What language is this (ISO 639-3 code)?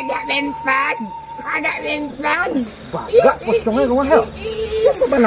min